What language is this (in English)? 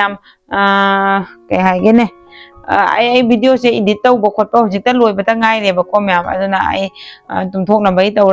Manipuri